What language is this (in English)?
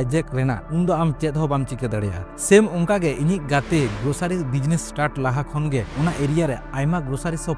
Santali